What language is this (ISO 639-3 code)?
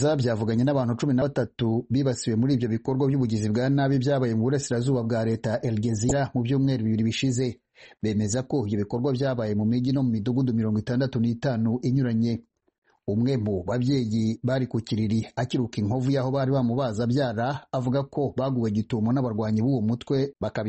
kin